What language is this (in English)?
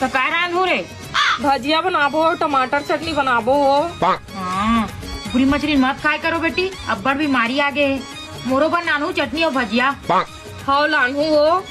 Chhattisgarhi